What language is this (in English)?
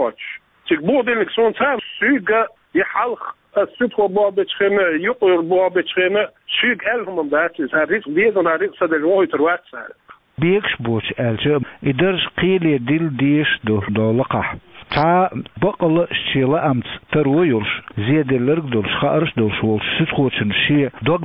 Chechen